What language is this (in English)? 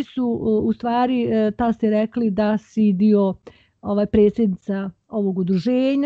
Bosnian